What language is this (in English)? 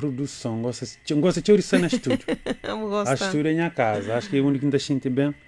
Kabuverdianu